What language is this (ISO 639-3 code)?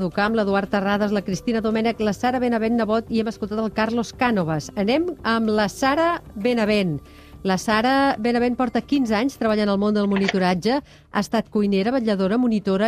cat